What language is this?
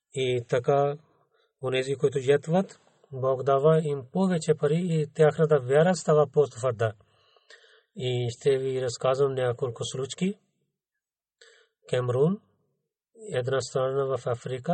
Bulgarian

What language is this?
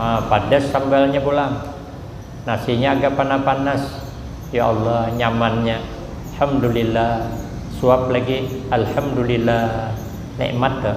Banjar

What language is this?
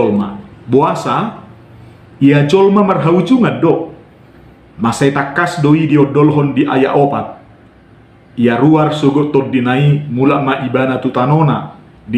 Batak Toba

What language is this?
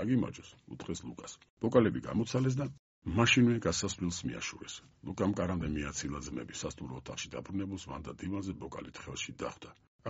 Georgian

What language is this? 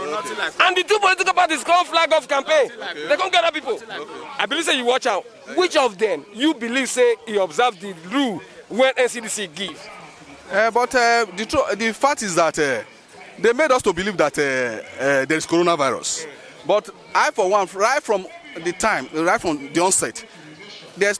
Nigerian Pidgin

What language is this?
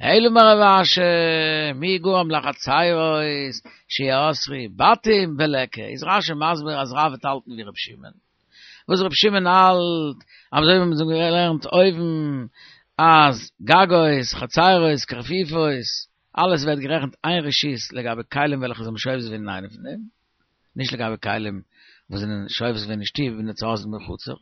Yiddish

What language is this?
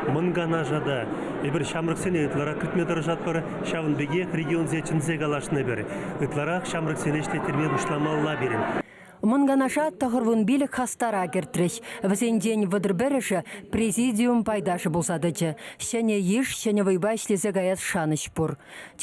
Chuvash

